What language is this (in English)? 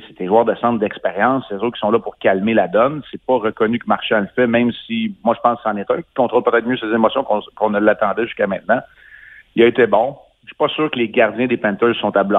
French